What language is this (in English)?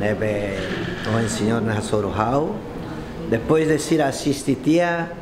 Tetum